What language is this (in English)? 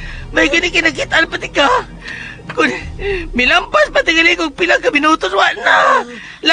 Cebuano